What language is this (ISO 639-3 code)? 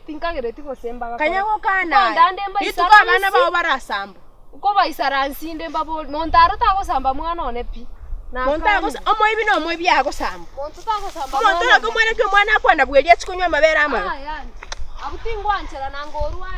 guz